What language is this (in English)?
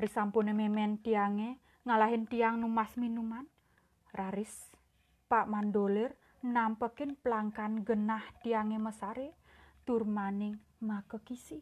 Balinese